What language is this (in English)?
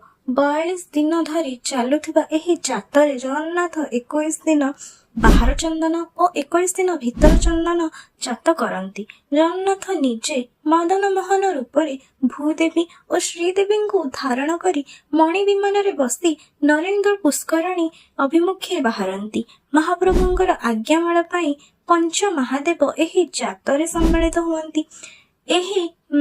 Odia